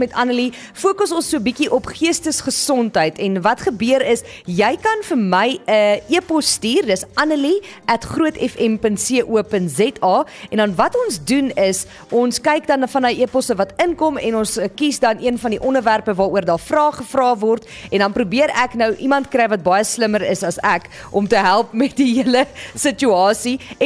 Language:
Afrikaans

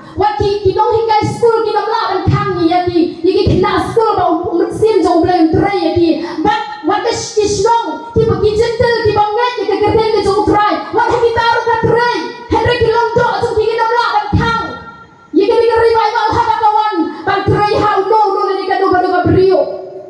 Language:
Khasi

